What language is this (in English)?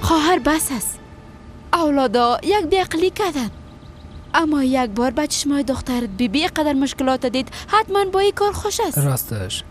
Persian